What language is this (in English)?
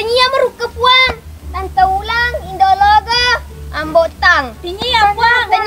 Buginese